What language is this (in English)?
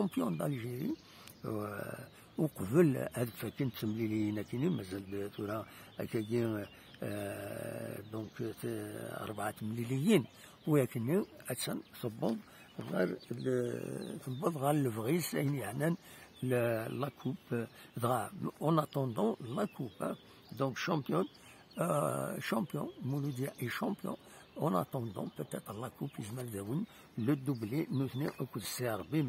Kabyle